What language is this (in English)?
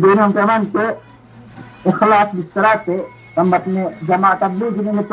Yakan